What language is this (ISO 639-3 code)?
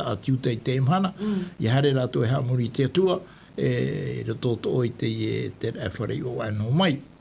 tah